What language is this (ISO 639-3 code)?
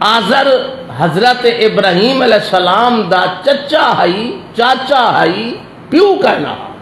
skr